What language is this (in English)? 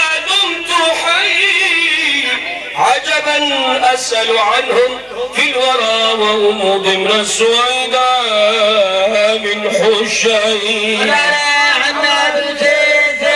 Arabic